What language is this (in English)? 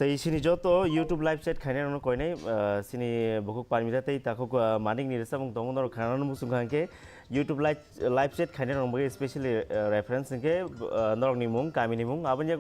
Kok Borok